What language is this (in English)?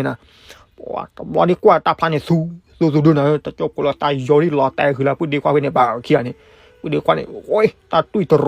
S'gaw Karen